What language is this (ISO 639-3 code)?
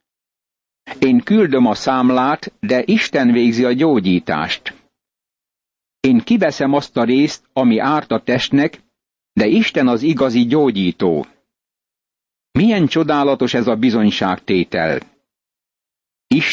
hun